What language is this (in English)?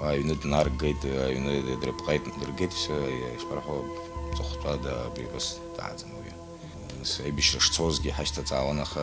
Abkhazian